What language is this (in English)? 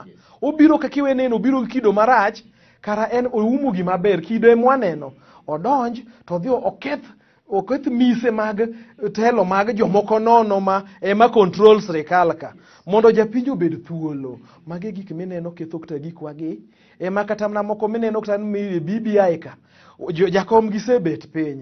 Luo (Kenya and Tanzania)